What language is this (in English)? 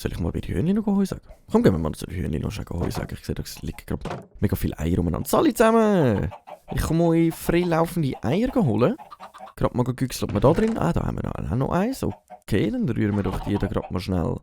Swiss German